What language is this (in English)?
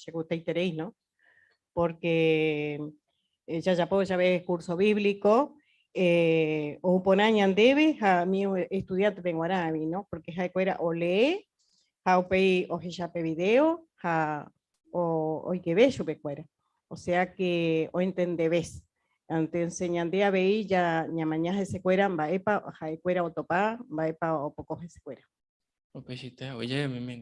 Guarani